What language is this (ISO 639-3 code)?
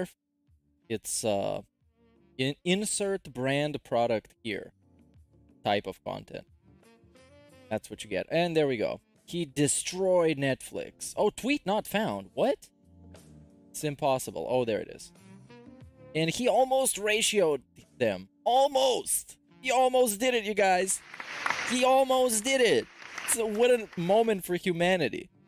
eng